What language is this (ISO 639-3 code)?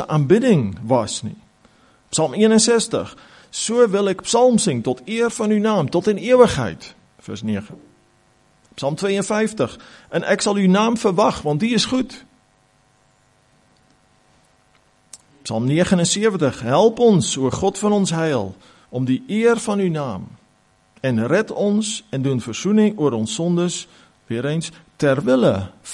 afr